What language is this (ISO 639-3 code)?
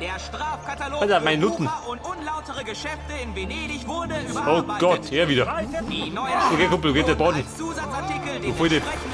bar